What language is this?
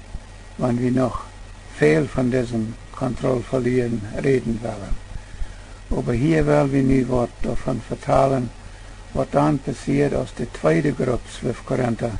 Plautdietsch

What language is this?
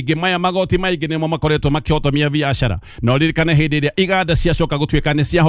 Kikuyu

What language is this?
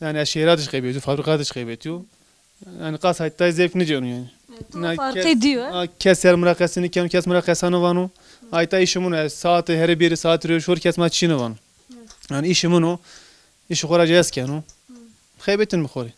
Zaza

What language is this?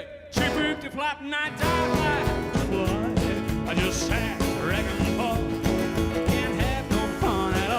Western Frisian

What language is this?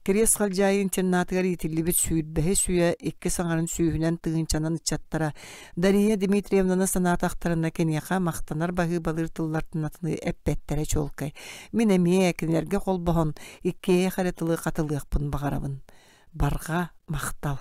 Yakut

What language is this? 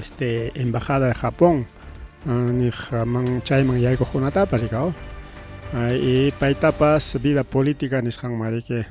Ayacucho Quechua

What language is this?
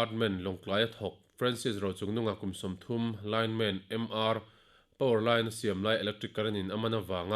Mizo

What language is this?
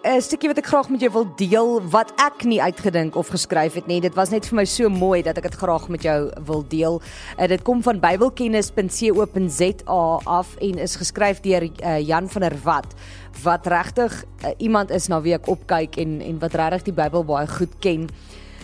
Afrikaans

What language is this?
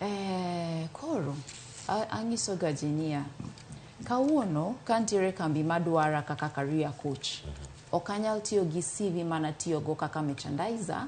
Luo (Kenya and Tanzania)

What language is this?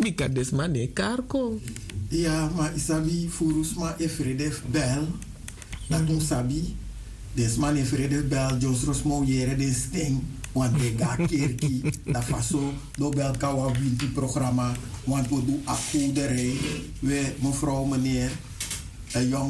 Sranan Tongo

